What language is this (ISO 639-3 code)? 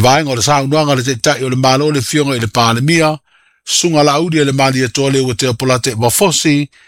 smo